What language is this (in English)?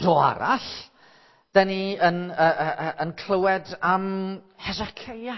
Welsh